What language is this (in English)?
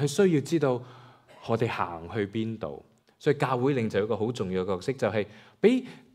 Cantonese